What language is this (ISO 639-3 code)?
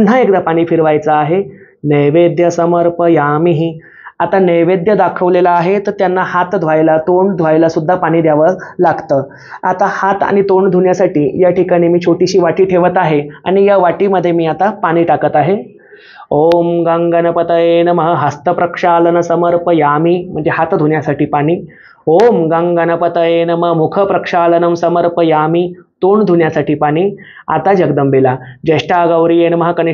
mar